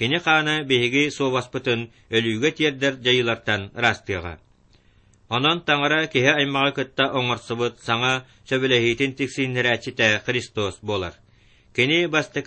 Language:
Yakut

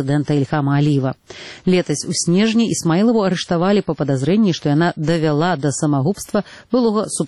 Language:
Belarusian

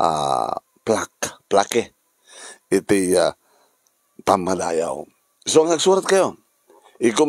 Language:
Iloko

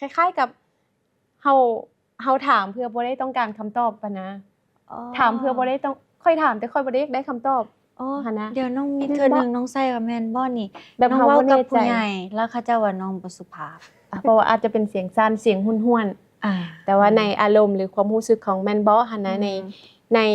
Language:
Lao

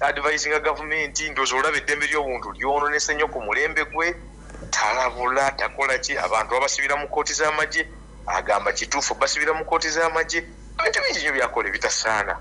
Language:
Ganda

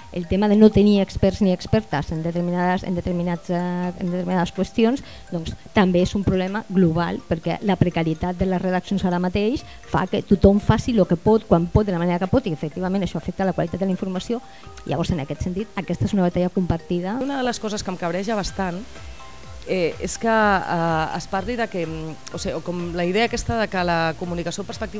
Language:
Catalan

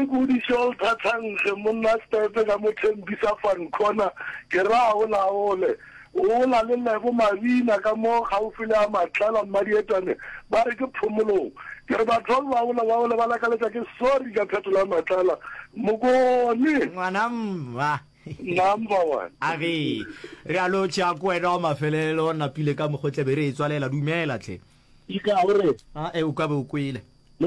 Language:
Northern Sotho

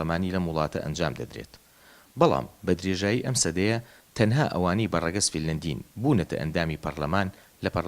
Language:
Central Kurdish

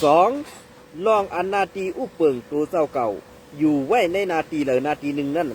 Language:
Shan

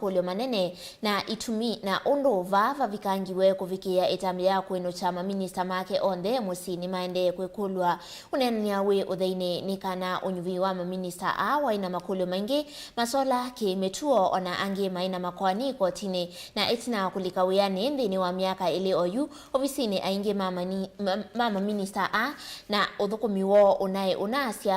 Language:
Kamba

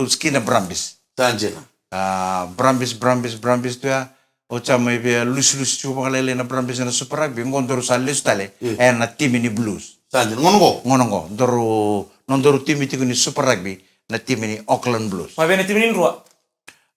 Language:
Fijian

